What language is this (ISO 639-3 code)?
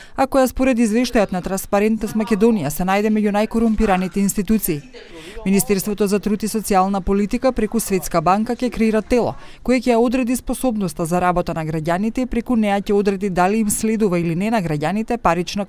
mkd